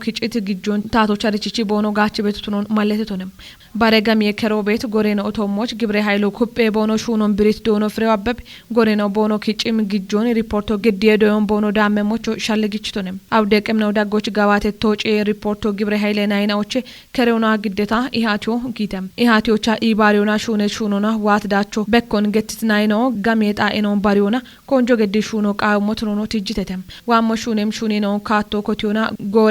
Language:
Kafa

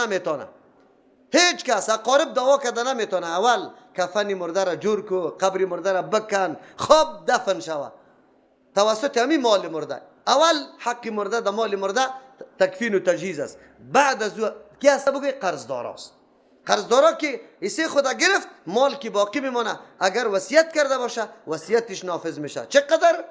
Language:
Persian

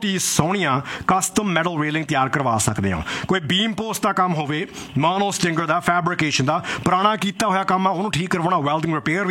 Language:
Punjabi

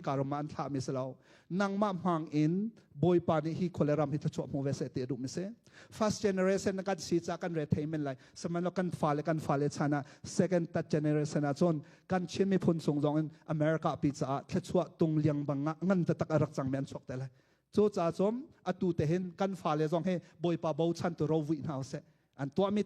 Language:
Hakha Chin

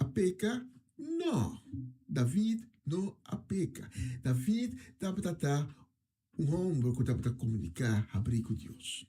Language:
Papiamento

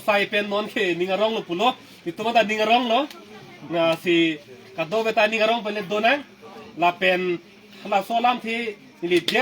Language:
Karbi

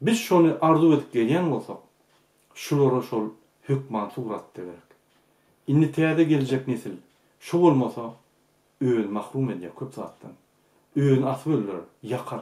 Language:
Turkmen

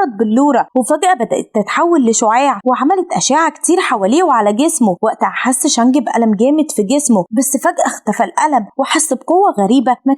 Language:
Egyptian Arabic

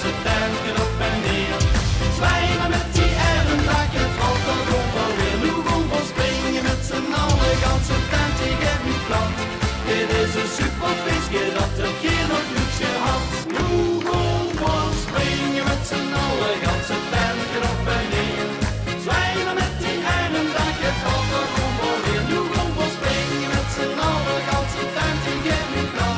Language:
Limburgish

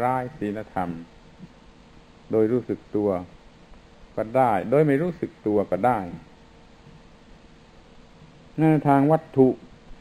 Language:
Thai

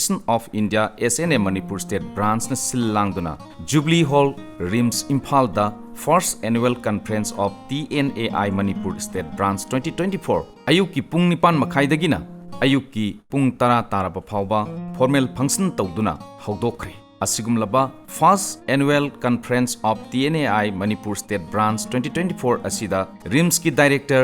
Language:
Manipuri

